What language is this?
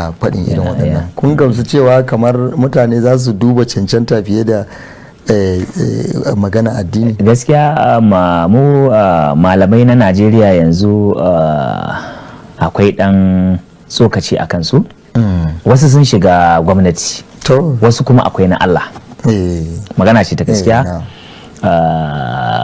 Hausa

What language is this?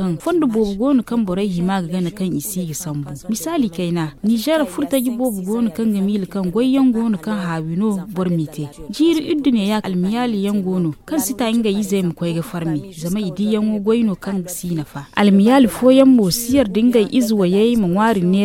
Zarma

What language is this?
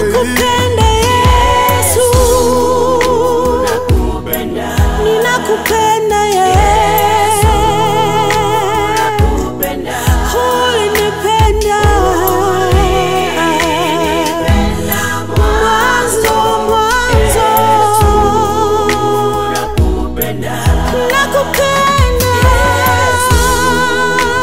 Swahili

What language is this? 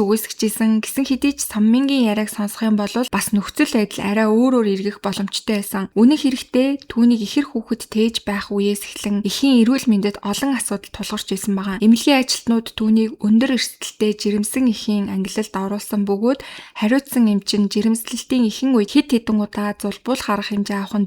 Mongolian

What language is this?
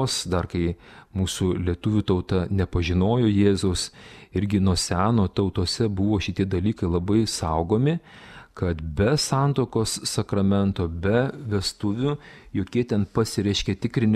Lithuanian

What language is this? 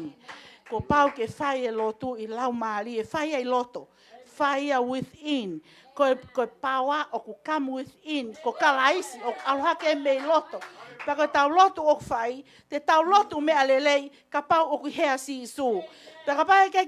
Tongan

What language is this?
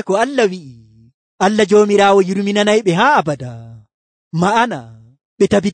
Nigerian Fulfulde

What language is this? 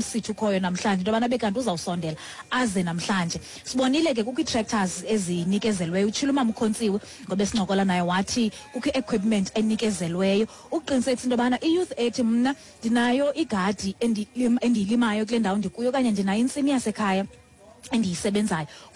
Xhosa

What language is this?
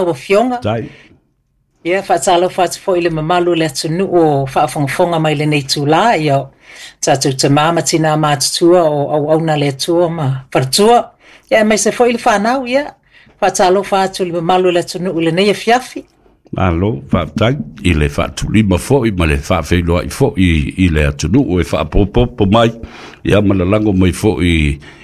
Samoan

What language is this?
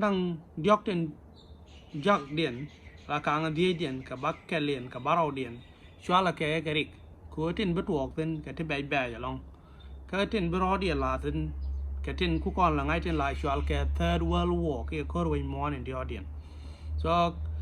Nuer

